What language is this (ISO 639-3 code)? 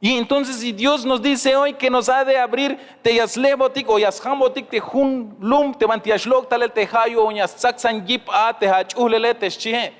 tzh